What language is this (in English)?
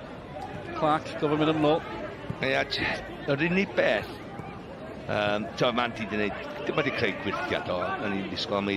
Welsh